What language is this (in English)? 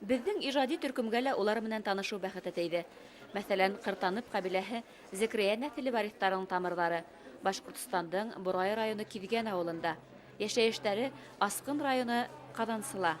Bashkir